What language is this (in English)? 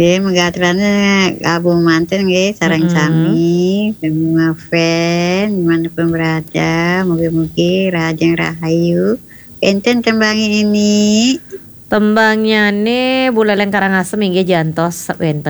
Balinese